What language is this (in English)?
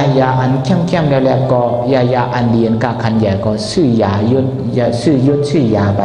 Shan